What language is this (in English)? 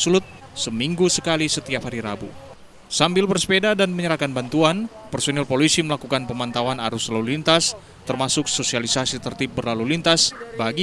Indonesian